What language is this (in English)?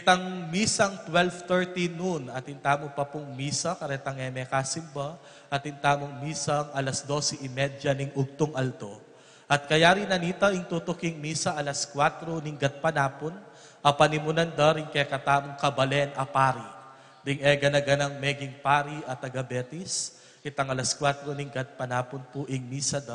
Pampanga